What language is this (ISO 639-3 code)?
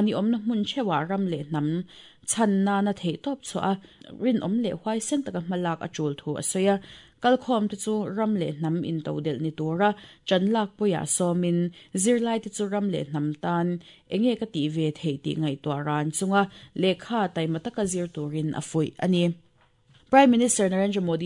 lus